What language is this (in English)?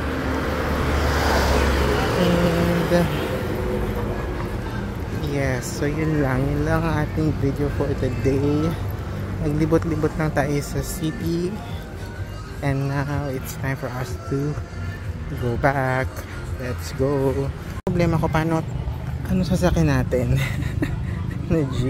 Filipino